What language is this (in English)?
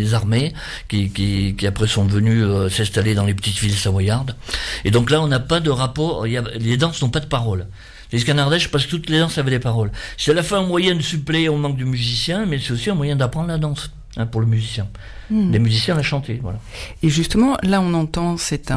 French